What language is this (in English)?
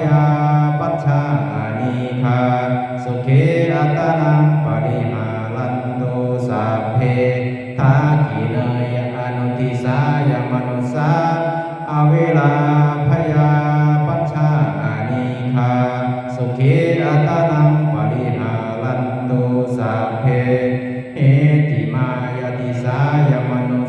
Pali